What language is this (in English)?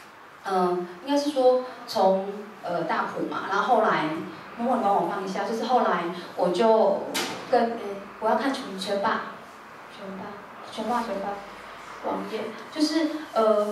Chinese